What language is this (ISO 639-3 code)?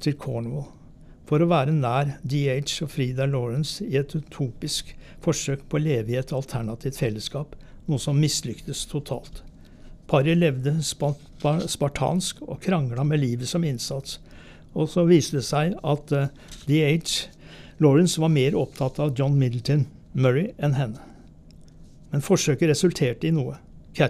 nor